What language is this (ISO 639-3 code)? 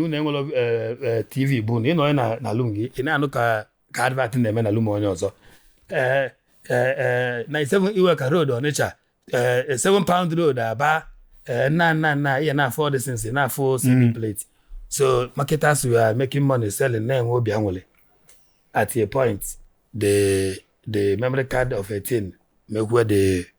ibo